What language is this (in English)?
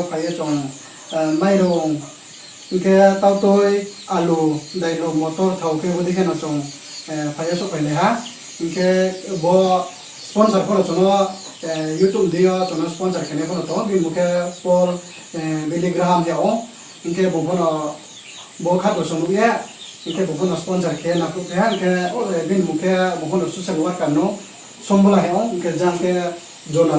Riang (India)